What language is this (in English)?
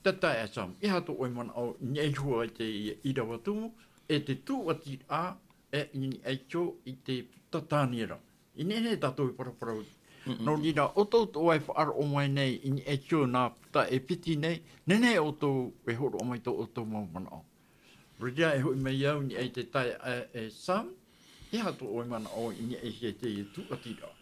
Tahitian